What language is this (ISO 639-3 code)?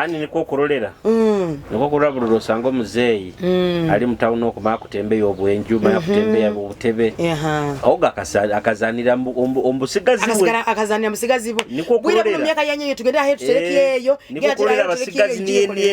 nyo